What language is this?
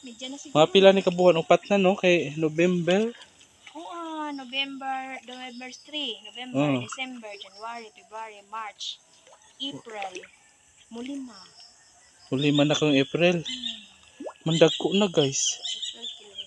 Cebuano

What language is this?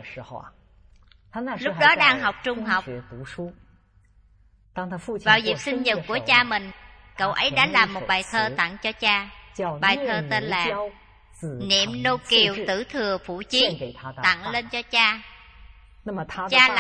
Vietnamese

